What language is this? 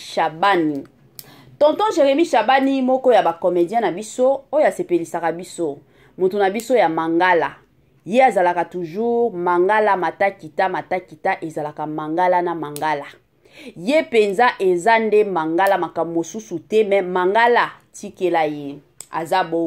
Lingala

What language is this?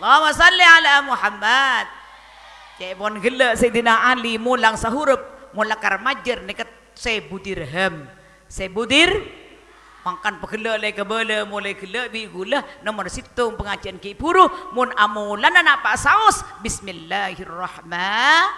Madurese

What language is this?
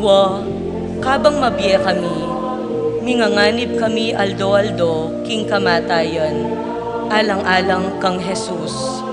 Pampanga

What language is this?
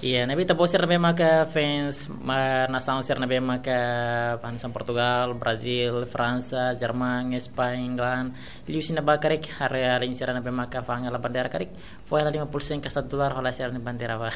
Tetum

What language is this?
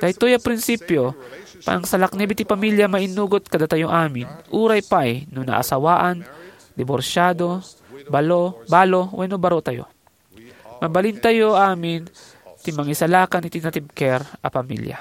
Iloko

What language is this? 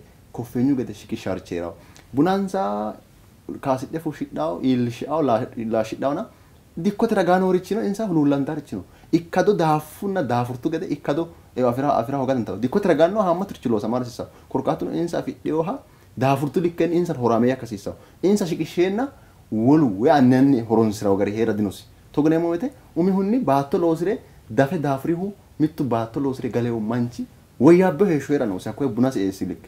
Sidamo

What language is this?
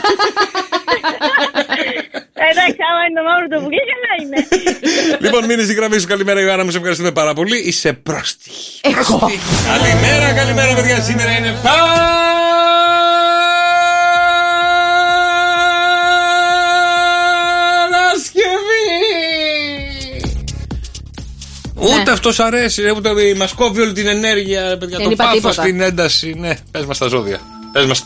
Greek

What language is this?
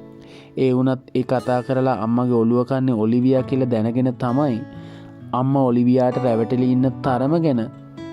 Sinhala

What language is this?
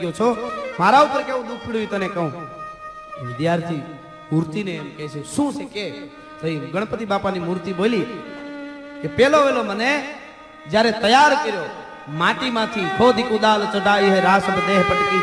Gujarati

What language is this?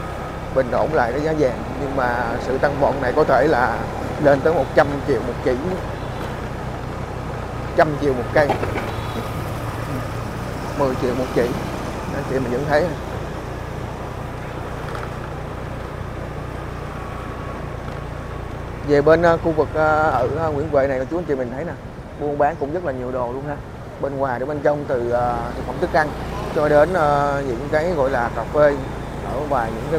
Vietnamese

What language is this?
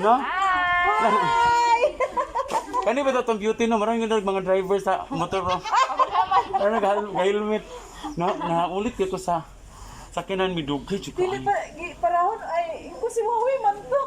Cebuano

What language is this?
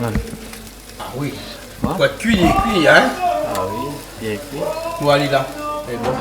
Réunion Creole French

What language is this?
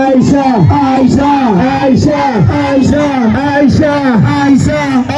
Fula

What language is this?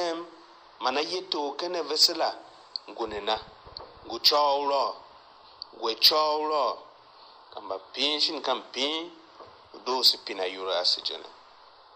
Tiv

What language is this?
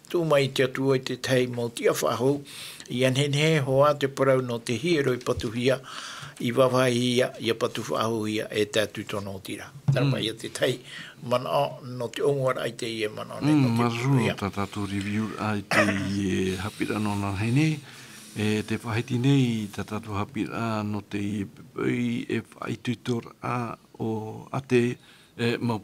Tahitian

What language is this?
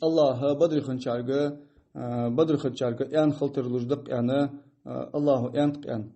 Ingush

